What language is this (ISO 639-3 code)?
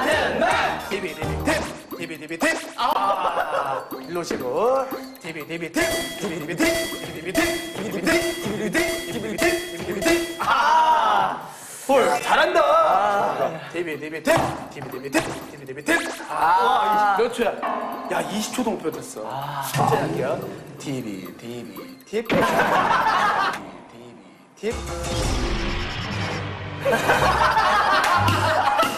kor